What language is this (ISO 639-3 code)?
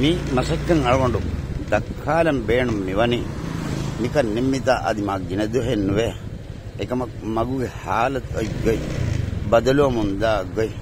div